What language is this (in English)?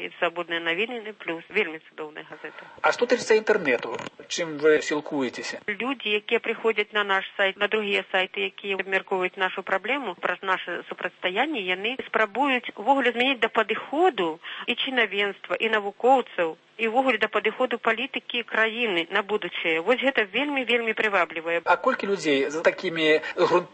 Belarusian